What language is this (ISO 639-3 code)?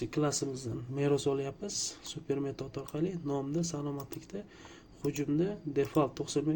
uzb